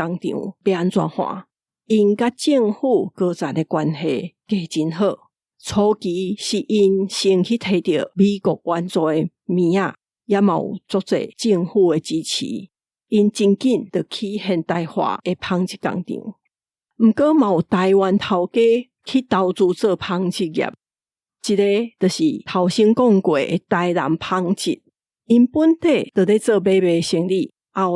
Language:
Min Nan Chinese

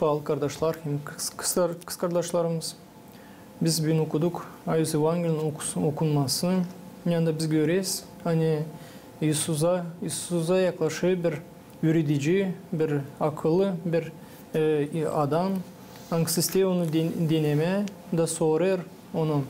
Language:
Gagauz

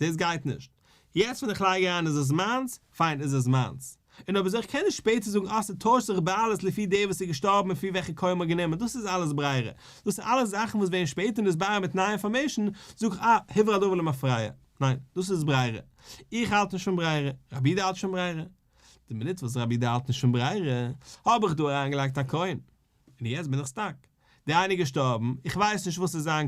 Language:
Yiddish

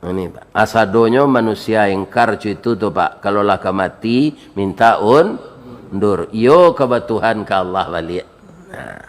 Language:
Minangkabau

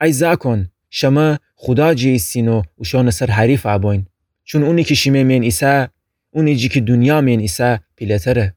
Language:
Gilaki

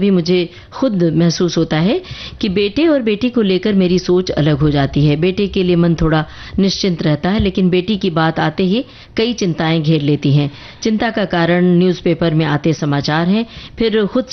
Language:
Hindi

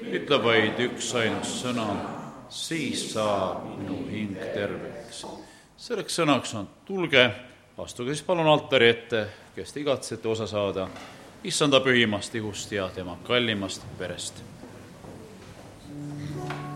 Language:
Estonian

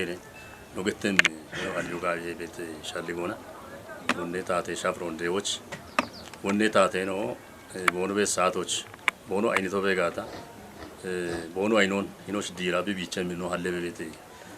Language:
Kafa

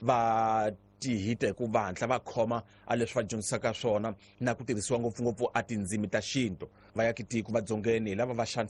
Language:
Tsonga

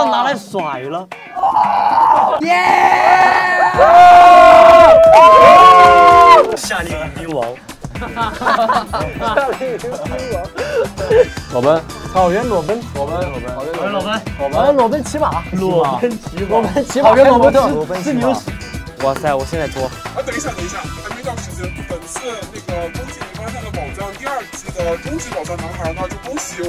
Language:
Chinese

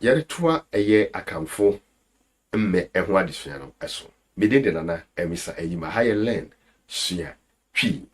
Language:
Akan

